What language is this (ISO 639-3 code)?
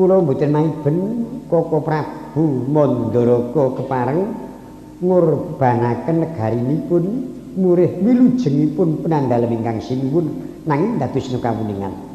jav